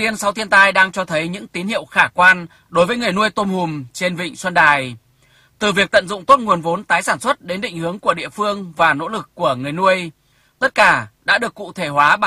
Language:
Vietnamese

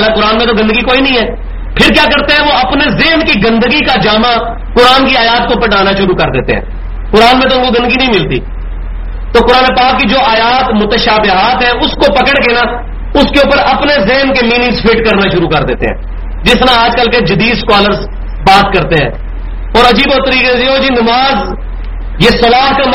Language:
Urdu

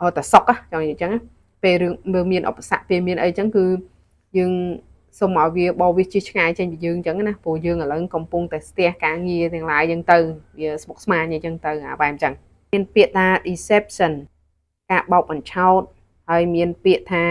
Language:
Khmer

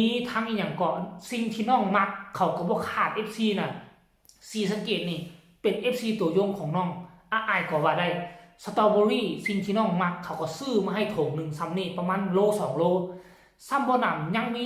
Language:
Lao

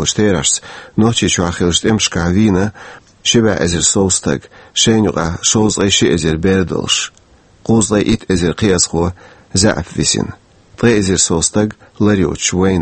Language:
Chechen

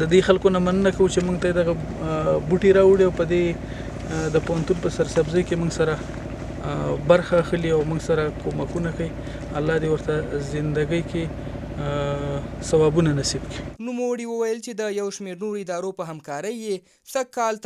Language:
Pashto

